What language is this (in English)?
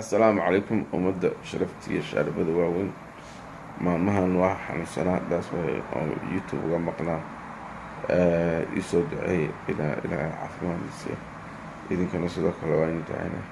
Somali